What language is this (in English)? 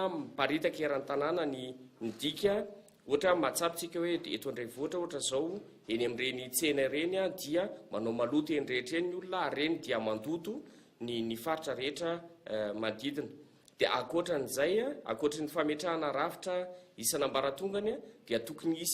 Malagasy